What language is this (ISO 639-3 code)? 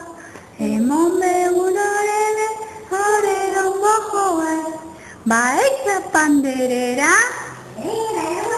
grn